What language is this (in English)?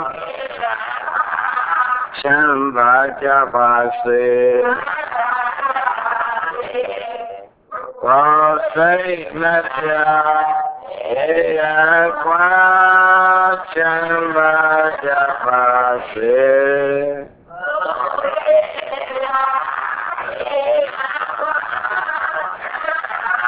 Burmese